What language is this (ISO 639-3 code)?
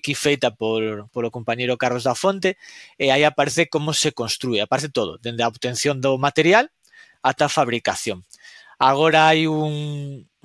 glg